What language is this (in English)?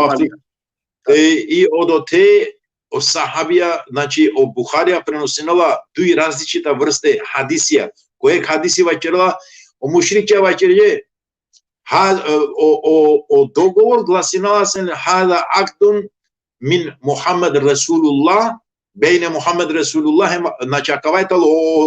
Balkan Romani